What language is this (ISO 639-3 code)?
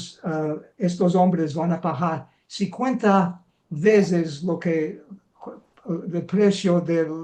lad